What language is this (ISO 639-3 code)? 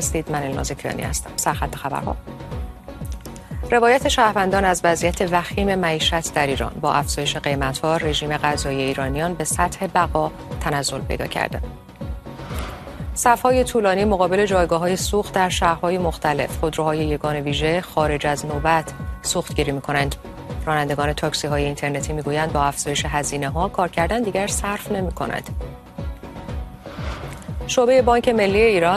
fas